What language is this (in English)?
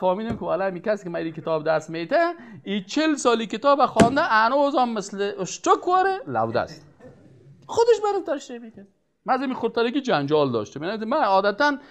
Persian